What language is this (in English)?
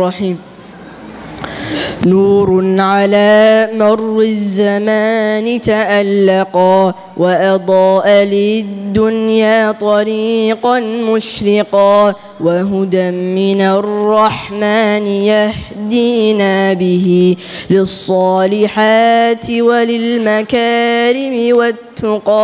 Arabic